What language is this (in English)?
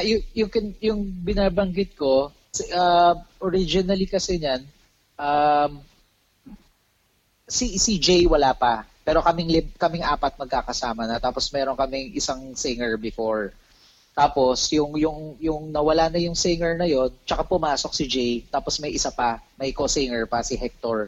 Filipino